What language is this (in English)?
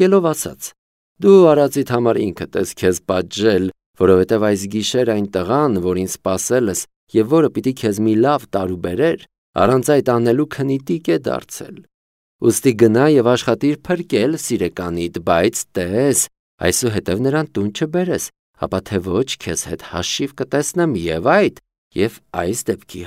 Armenian